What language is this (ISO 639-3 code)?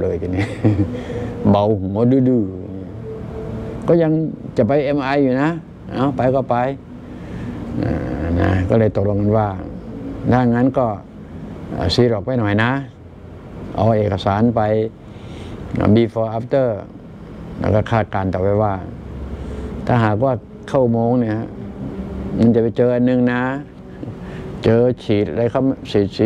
tha